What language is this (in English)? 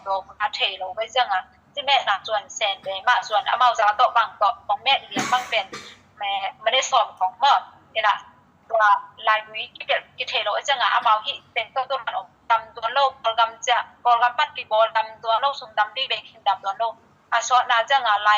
Tedim Chin